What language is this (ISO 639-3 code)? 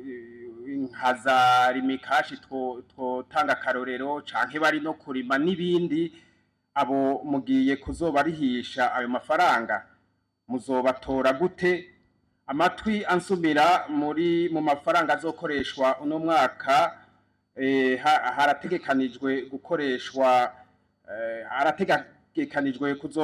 run